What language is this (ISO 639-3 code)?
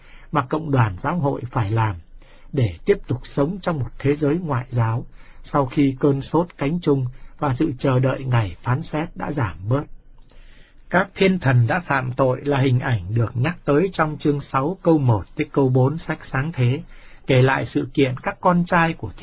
vie